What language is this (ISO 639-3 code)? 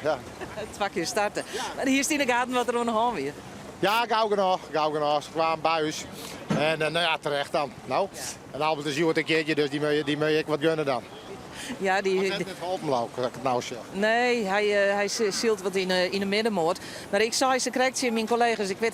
fry